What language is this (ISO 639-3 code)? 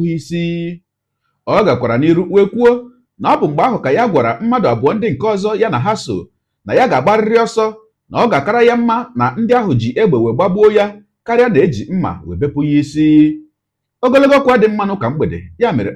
ibo